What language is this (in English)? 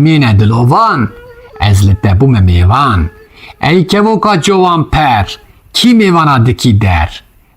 Kurdish